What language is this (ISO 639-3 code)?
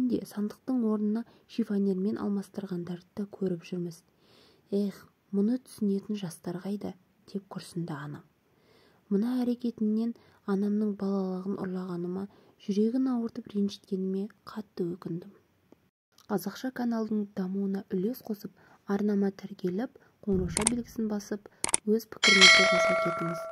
kaz